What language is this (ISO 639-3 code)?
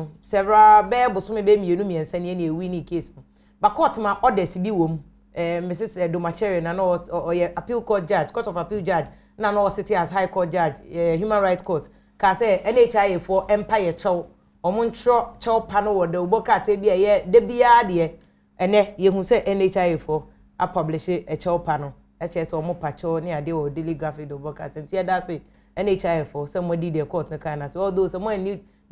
aka